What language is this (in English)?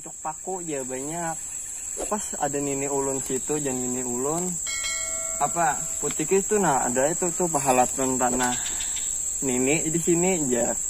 Banjar